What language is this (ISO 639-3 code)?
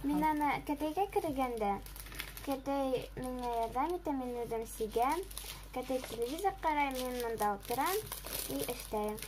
bak